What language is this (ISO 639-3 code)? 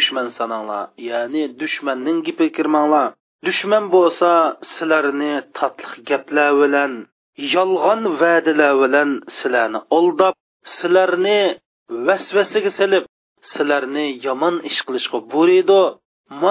uig